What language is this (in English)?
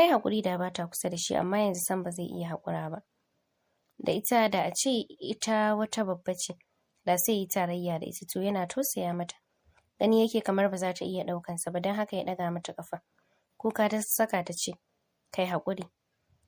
Hausa